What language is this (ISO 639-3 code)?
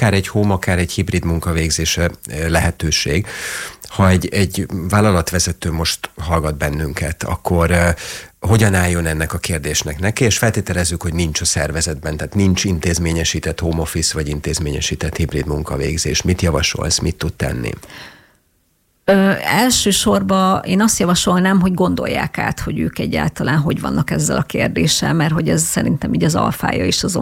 hun